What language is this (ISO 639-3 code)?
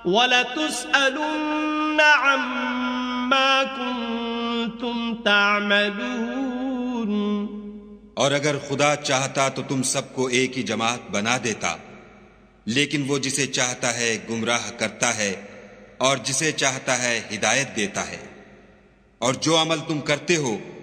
urd